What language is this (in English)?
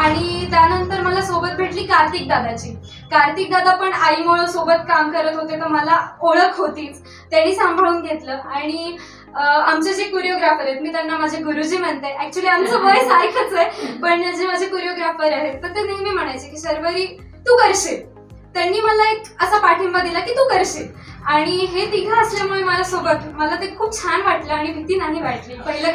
Marathi